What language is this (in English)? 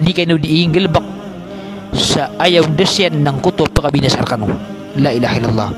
Maranao